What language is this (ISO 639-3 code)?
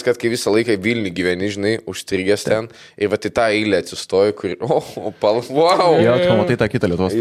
lit